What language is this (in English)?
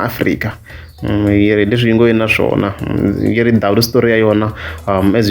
Tsonga